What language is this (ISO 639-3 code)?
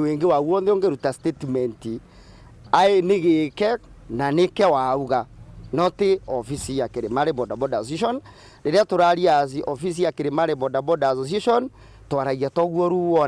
mer